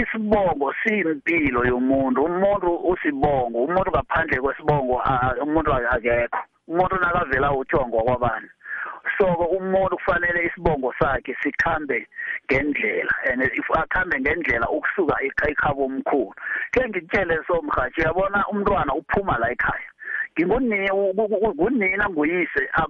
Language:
South Ndebele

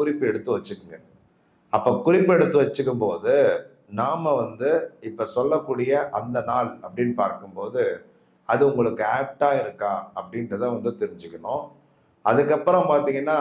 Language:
Tamil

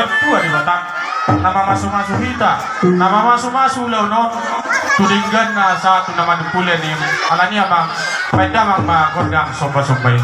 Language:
Batak Toba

